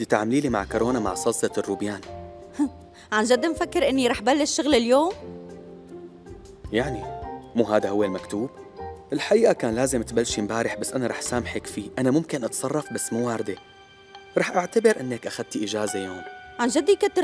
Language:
North Levantine Arabic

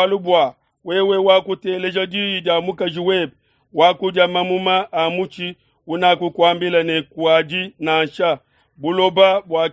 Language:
Luba-Lulua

